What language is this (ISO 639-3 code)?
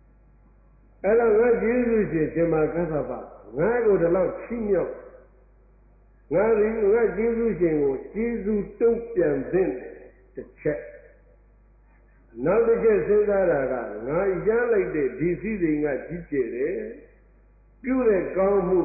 mya